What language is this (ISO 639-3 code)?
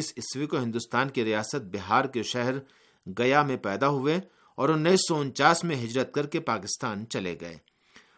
urd